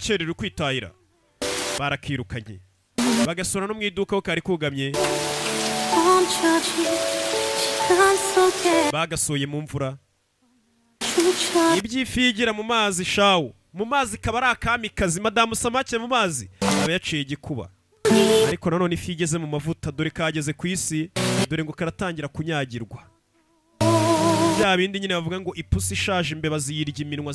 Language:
Kinyarwanda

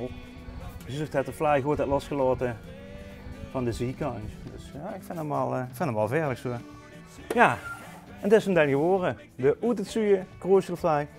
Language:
Limburgish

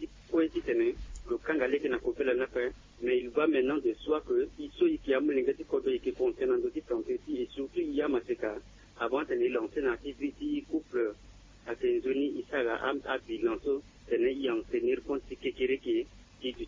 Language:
Sango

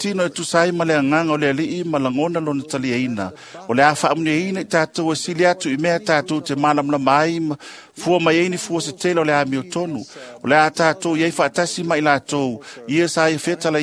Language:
Samoan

